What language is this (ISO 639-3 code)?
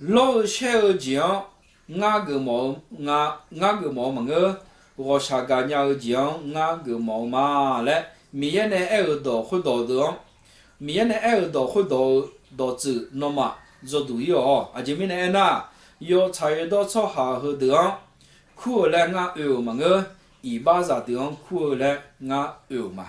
ahk